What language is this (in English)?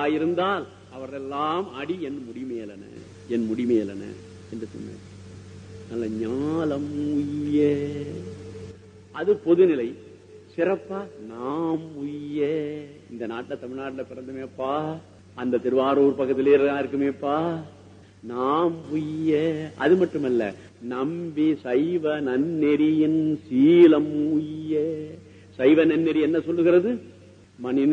Tamil